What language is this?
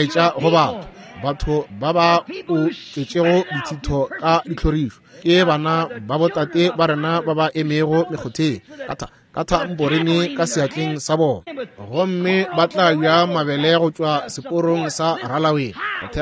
Northern Sotho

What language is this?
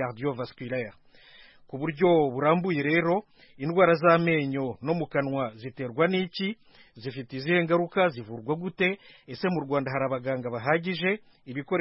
Kinyarwanda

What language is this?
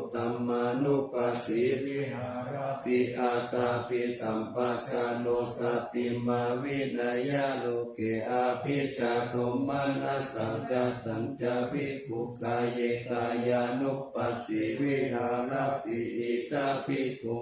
Pali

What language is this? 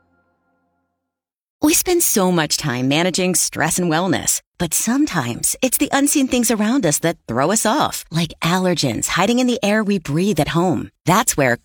English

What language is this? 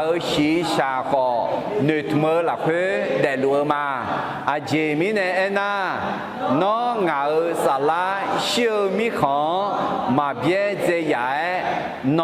Akha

